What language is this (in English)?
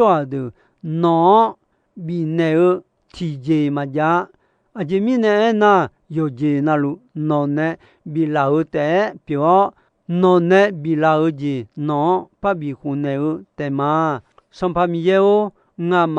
Akha